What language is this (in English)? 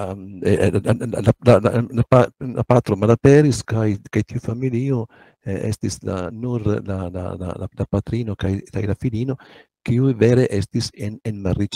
Esperanto